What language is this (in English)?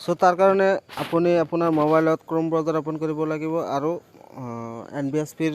Assamese